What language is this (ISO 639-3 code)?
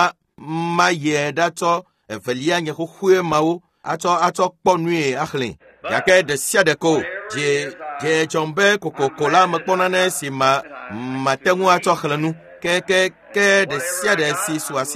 ewe